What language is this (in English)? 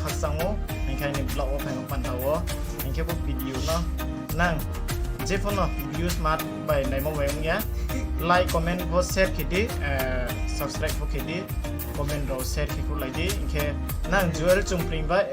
Riang (India)